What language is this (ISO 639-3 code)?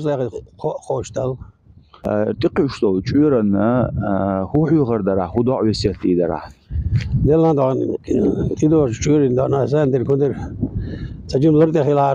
che